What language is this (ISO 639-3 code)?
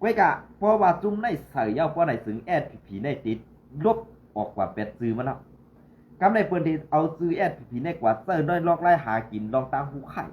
shn